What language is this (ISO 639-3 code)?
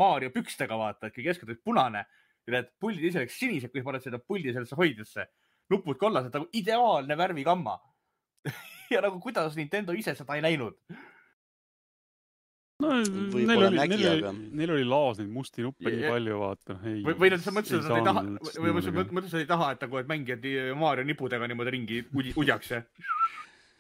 est